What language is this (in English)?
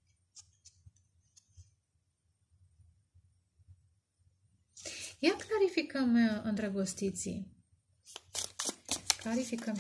Romanian